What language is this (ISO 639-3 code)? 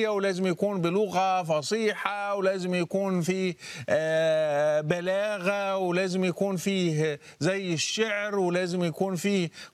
arz